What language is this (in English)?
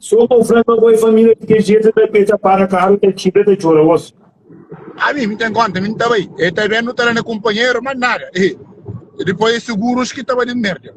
Kabuverdianu